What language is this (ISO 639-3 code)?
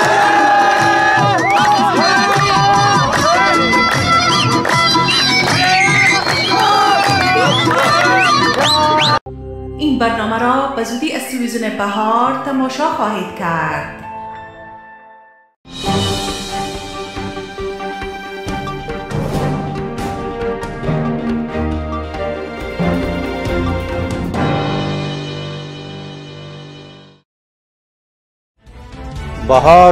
fas